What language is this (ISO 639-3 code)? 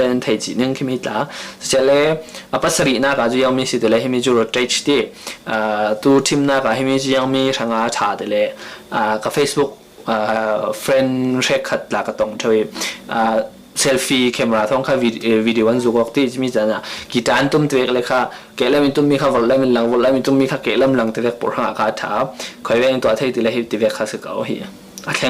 cfm